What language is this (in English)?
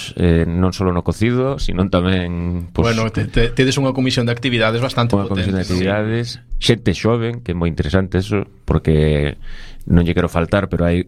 Galician